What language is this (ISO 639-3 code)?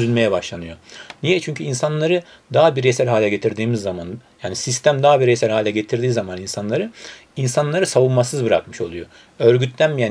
tur